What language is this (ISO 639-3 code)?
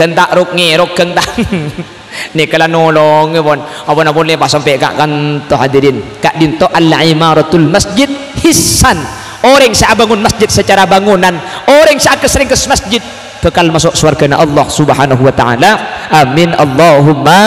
mad